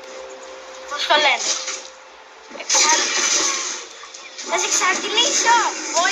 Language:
Greek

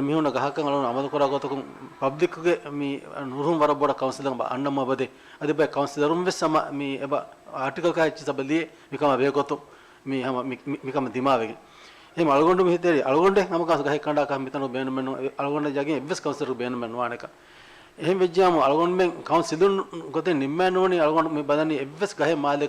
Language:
Divehi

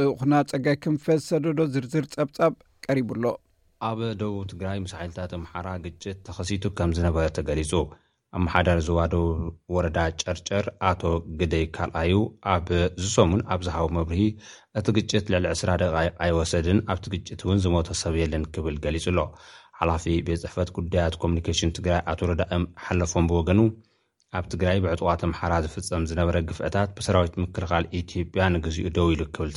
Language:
Tigrinya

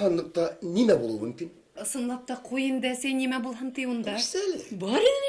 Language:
Bashkir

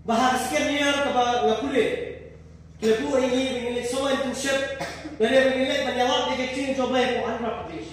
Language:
Khasi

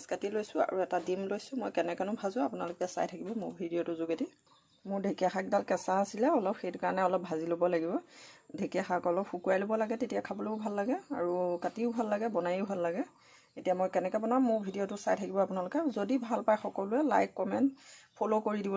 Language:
Assamese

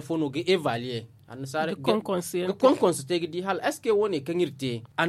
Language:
Zarma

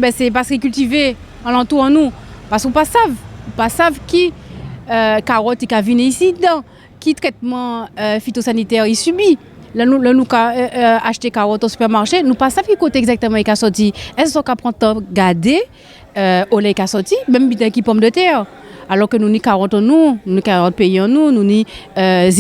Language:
Guadeloupean Creole French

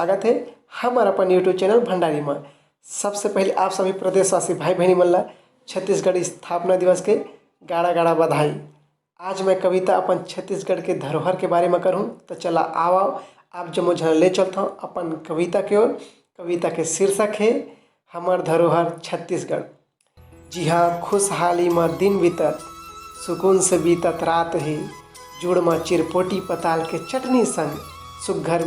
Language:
Chhattisgarhi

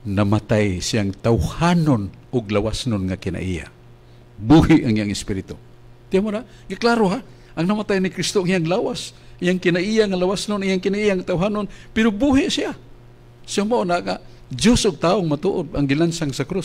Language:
Cebuano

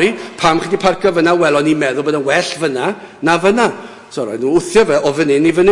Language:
Welsh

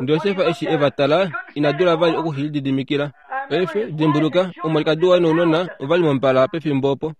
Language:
Kuanyama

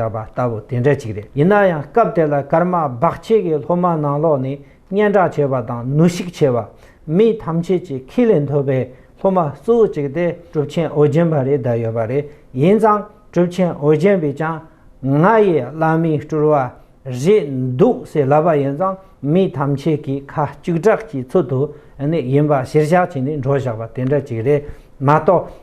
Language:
Tibetan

